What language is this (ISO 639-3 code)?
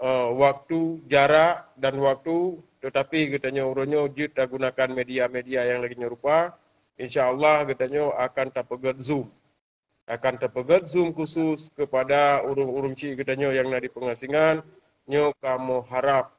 ace